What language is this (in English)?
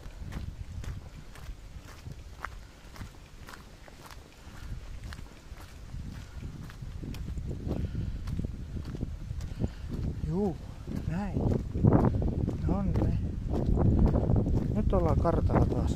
Finnish